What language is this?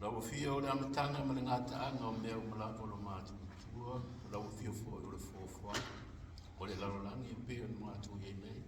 Samoan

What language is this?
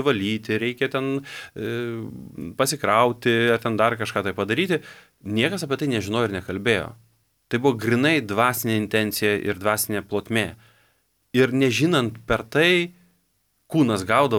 Lithuanian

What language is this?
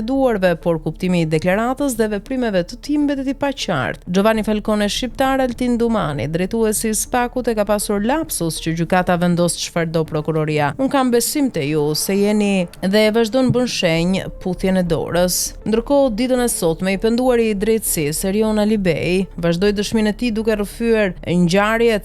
Albanian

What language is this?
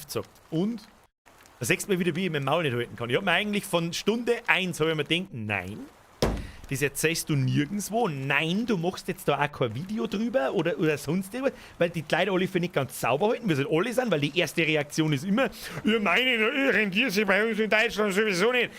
Bavarian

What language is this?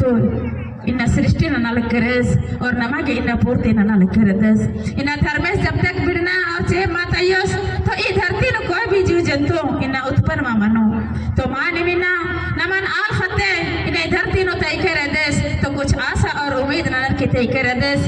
Kurukh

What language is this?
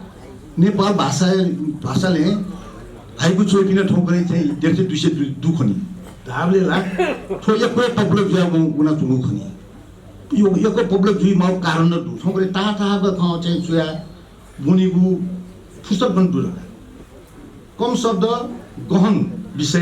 Newari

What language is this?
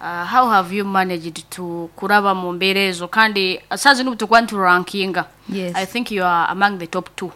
Nyankole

